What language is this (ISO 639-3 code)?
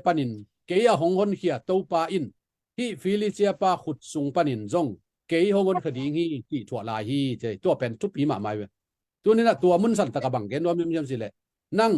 ctd